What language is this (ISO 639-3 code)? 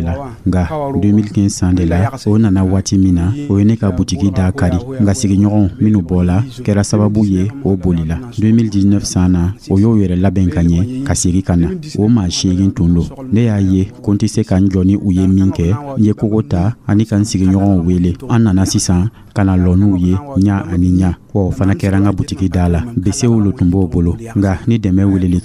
dyu